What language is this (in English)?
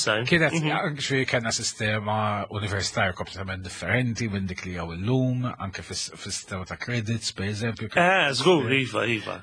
Maltese